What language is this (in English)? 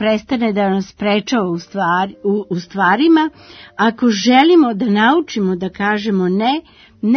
Serbian